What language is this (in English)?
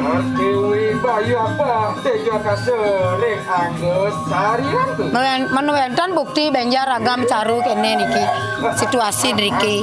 Balinese